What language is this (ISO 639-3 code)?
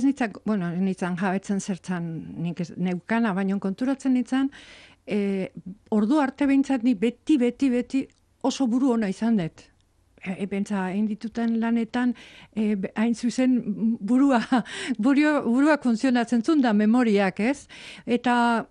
eus